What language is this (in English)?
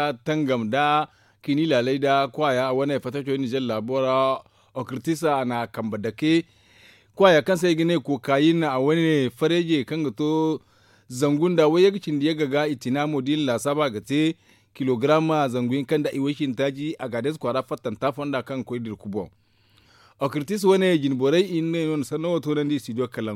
Zarma